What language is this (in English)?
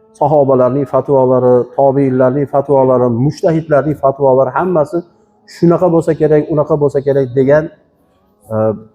Uzbek